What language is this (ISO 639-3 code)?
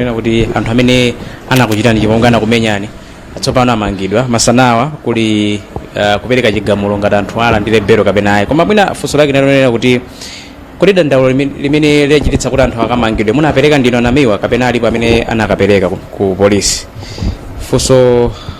nya